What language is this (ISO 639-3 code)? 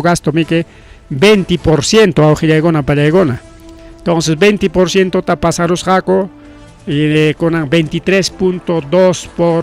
quy